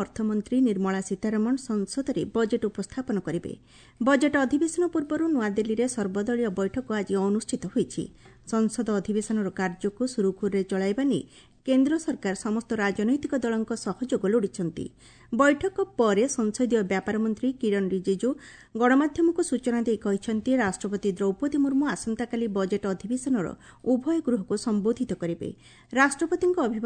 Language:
Odia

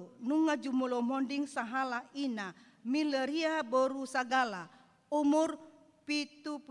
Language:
Batak Toba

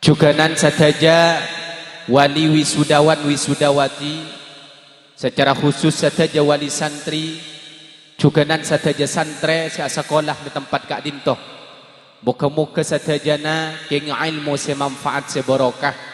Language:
Madurese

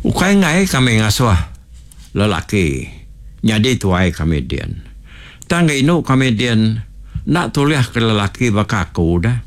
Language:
Iban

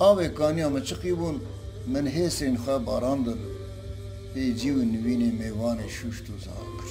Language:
Kurdish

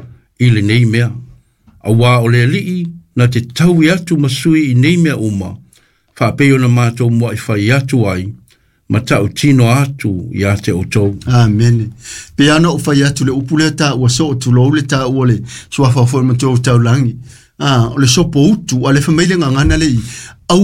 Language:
Samoan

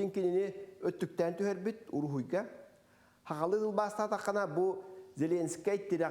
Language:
Yakut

